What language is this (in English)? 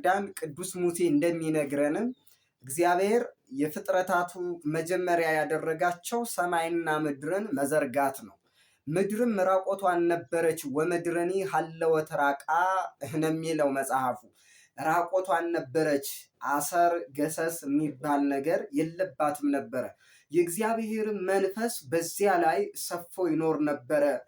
Amharic